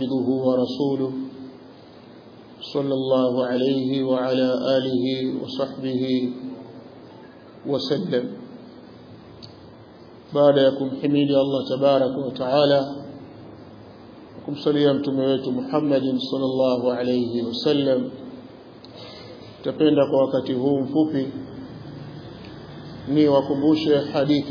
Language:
Swahili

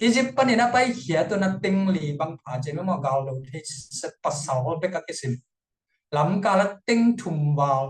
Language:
Tedim Chin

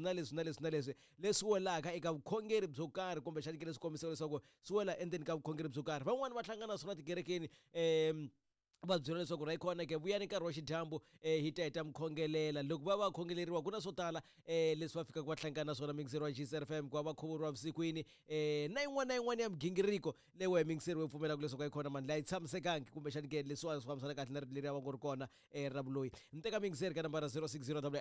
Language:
Tsonga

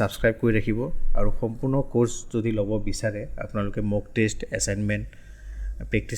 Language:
Assamese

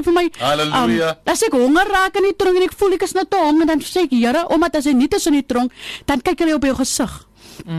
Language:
Afrikaans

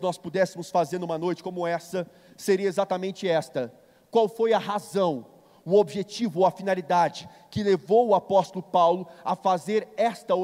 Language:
Portuguese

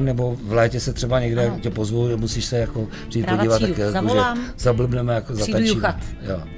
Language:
Czech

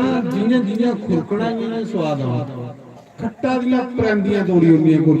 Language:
Dogri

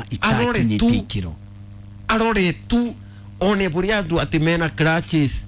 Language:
Kikuyu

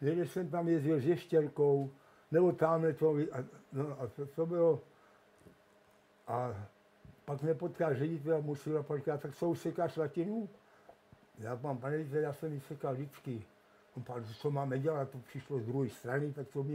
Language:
Czech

